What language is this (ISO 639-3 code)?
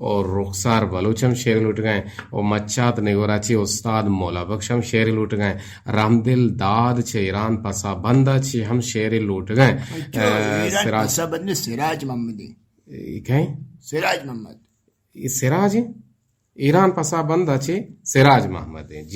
bgp